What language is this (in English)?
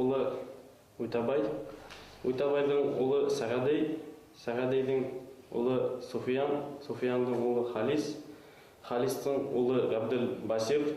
Bashkir